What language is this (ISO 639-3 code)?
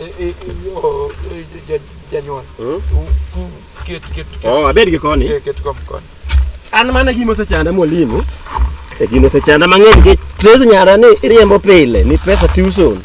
luo